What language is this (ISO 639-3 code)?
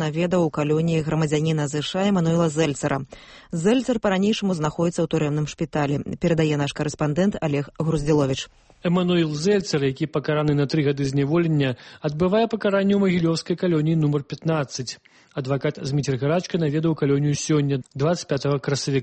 bel